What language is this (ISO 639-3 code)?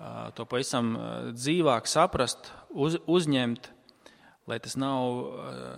lav